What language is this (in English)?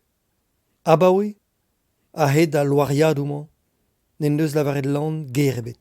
Breton